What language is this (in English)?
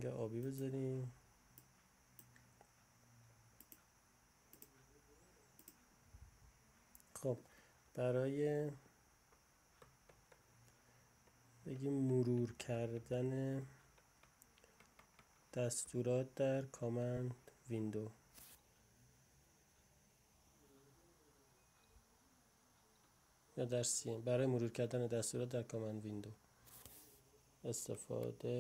Persian